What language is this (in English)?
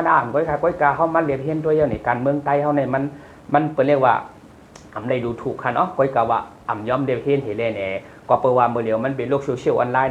Shan